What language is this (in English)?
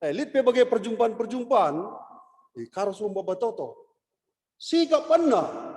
Batak Karo